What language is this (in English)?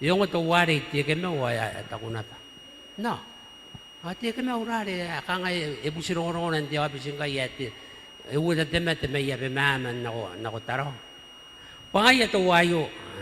Gilbertese